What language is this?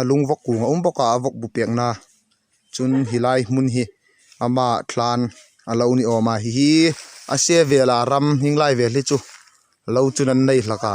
Hmar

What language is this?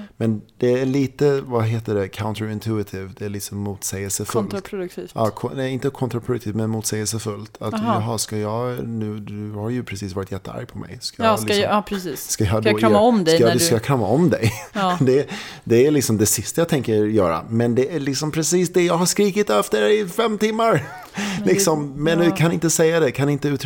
Swedish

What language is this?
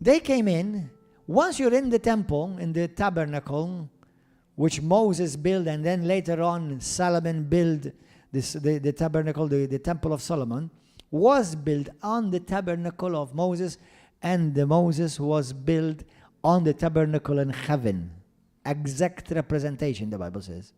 English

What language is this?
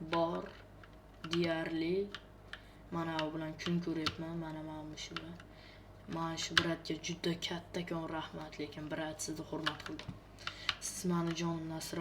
Uzbek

